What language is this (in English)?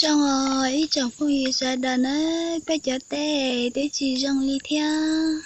Hmong